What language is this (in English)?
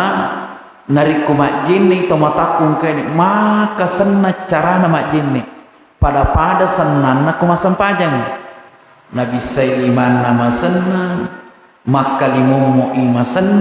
Buginese